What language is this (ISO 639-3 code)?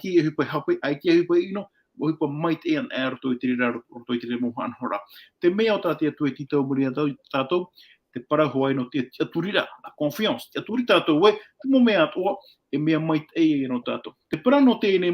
tah